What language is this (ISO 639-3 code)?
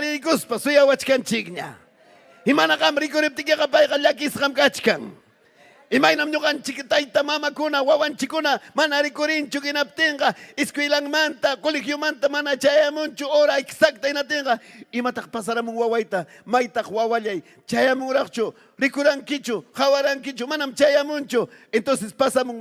quy